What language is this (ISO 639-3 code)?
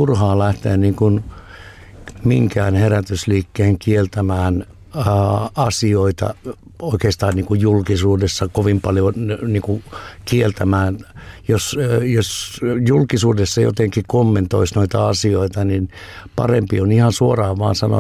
fin